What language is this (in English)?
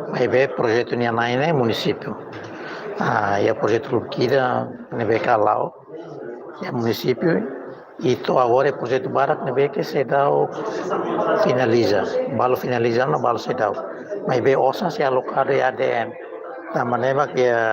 Tetum